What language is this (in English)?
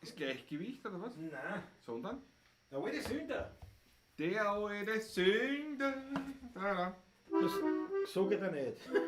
Bavarian